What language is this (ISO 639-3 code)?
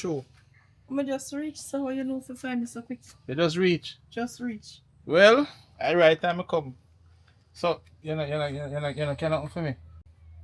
jam